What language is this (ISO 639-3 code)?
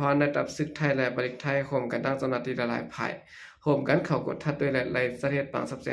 shn